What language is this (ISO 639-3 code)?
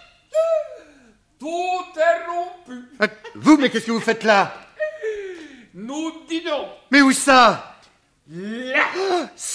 fra